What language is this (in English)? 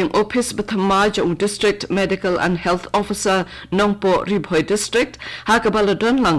Khasi